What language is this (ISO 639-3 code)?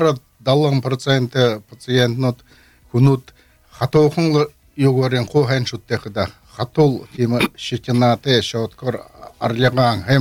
bel